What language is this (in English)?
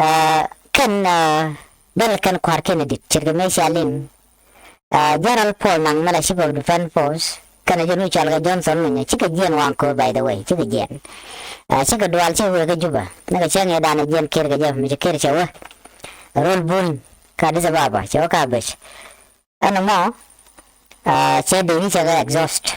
Nuer